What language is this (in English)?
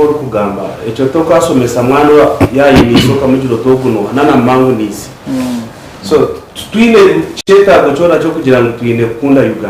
Nyankole